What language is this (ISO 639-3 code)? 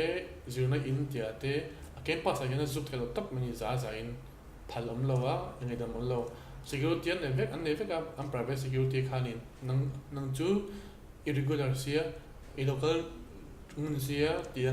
lus